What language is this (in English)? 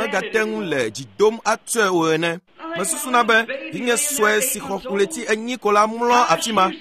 Ewe